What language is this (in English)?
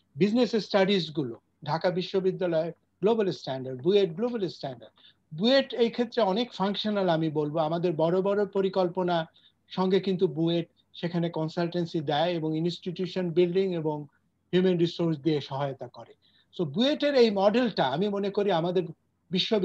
Bangla